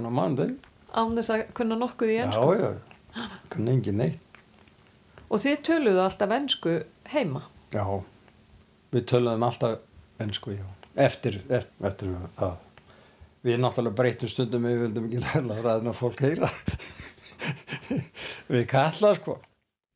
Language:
Icelandic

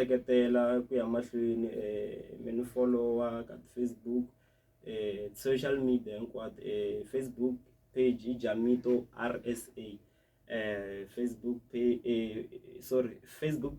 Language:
Tsonga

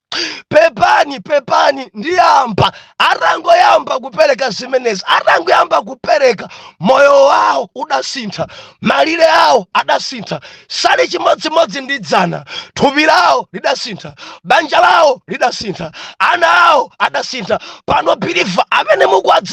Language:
Nyanja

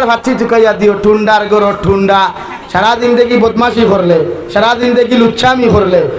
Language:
Sylheti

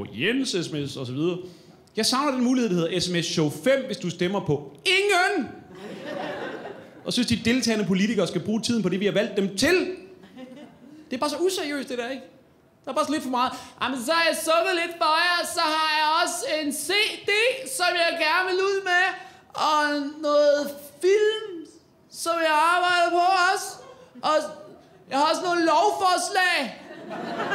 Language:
Danish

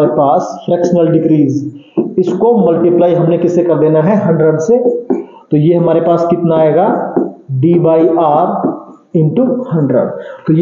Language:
Hindi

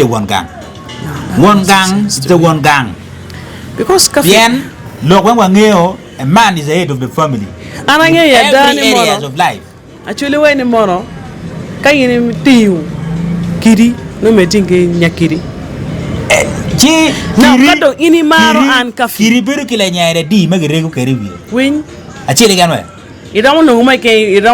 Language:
Acoli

